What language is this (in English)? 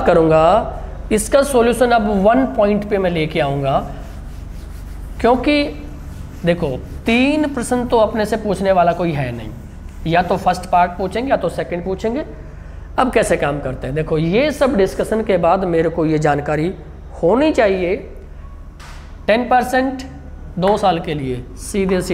Hindi